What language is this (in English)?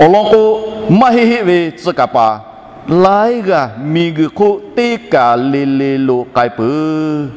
Lahu